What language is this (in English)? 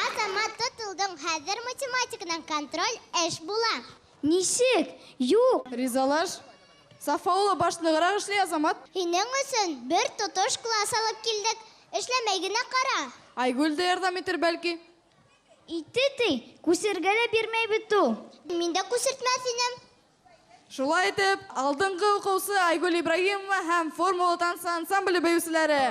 Bashkir